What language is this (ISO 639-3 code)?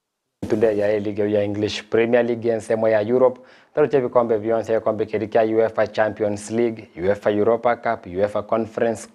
guz